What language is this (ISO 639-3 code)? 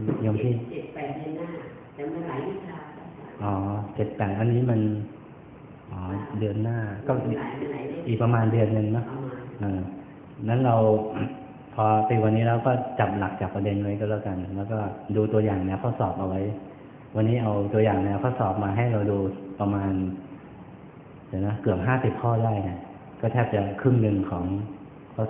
tha